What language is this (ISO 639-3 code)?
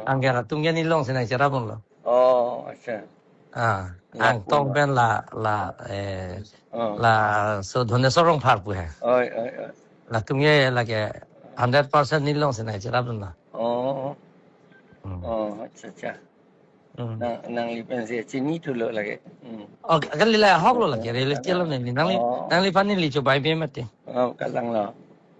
mjw